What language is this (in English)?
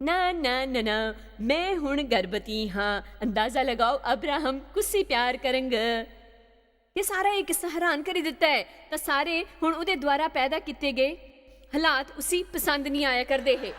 Dogri